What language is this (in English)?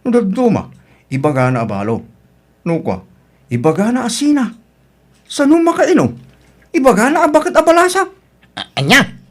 Iloko